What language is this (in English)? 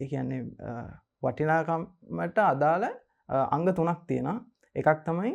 Sinhala